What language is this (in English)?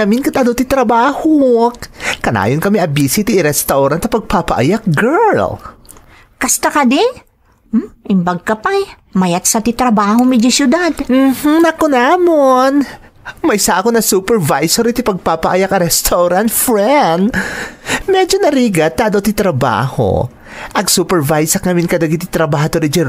Iloko